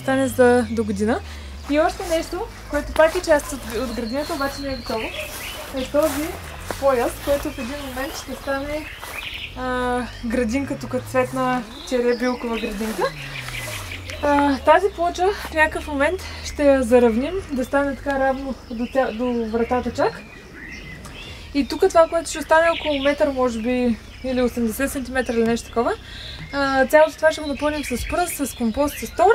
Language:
Bulgarian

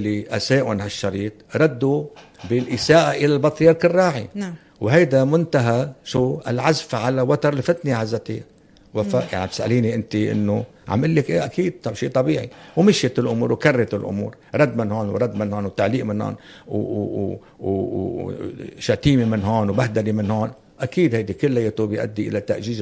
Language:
North Levantine Arabic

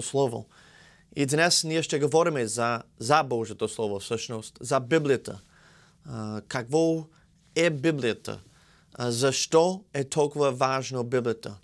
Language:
Bulgarian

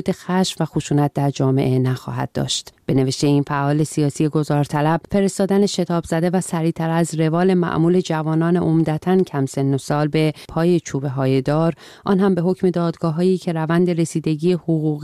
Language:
Persian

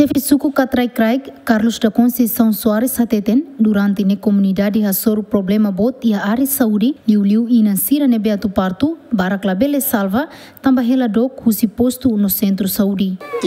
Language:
Tetum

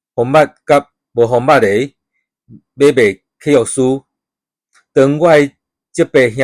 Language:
Min Nan Chinese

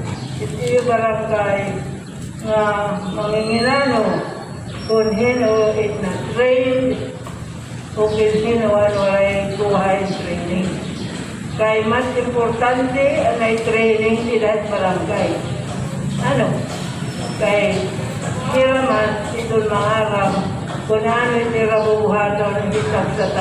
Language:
Waray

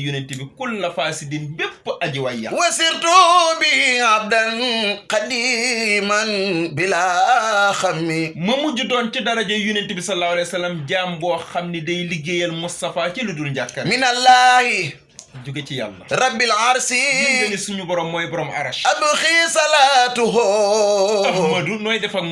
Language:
Wolof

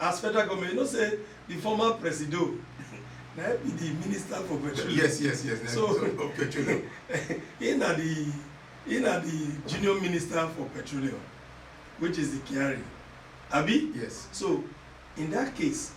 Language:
Nigerian Pidgin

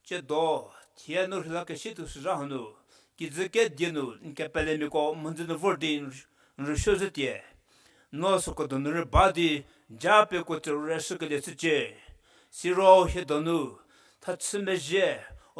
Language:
Angami Naga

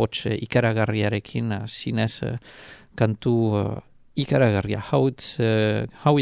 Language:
Basque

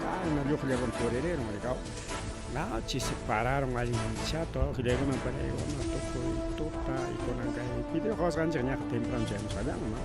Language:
Ayacucho Quechua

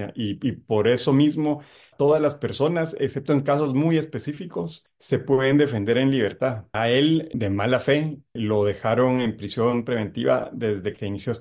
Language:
Spanish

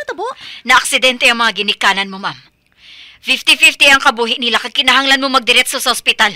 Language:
Hiligaynon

